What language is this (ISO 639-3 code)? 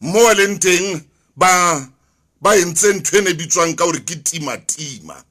sot